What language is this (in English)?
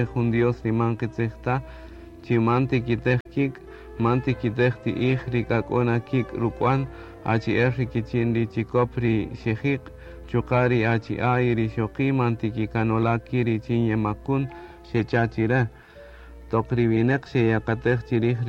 Kaqchikel